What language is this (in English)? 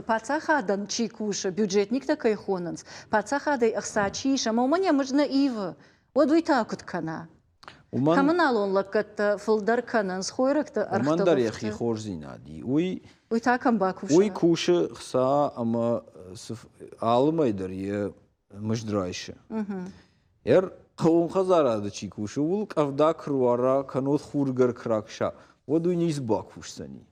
Ossetic